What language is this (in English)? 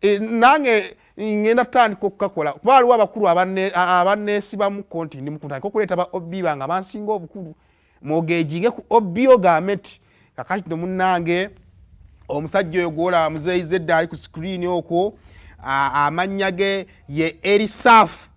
Ganda